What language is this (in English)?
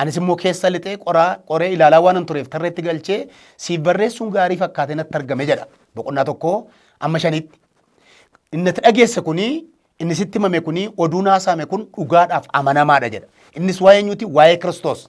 Oromo